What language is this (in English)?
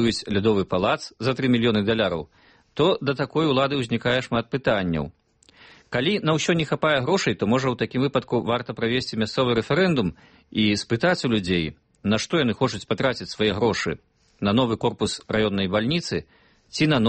Belarusian